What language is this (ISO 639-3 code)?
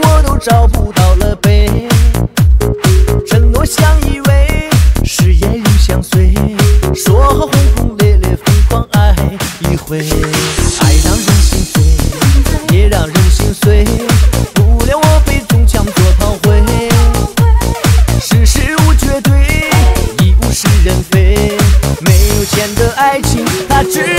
zho